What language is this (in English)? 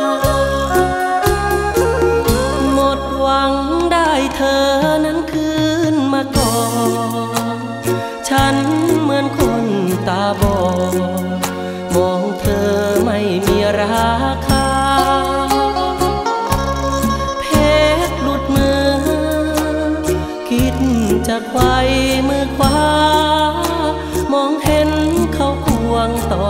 Thai